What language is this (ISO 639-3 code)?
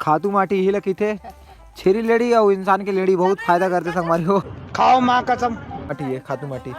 hne